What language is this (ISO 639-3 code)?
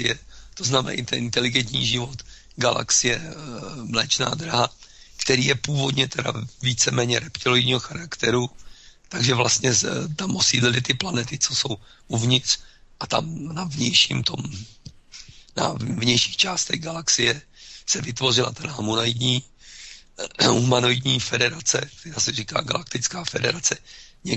ces